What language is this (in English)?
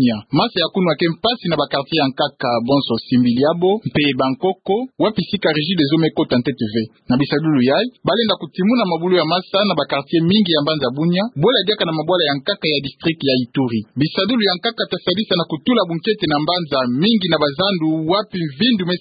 Kituba (Democratic Republic of Congo)